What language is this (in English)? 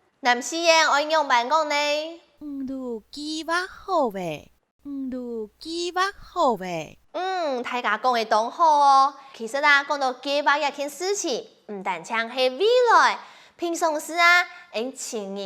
Hakka Chinese